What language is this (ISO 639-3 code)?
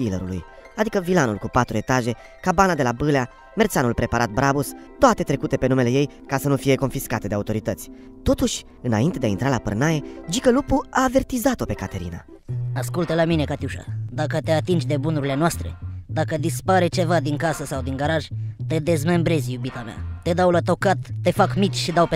ron